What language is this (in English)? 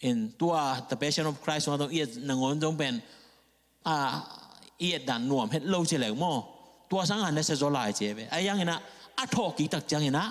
Tedim Chin